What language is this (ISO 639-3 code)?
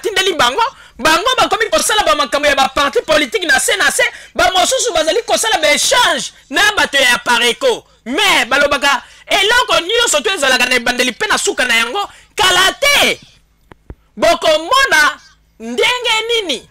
lin